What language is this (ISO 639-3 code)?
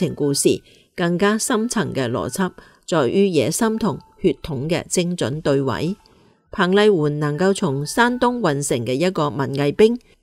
yue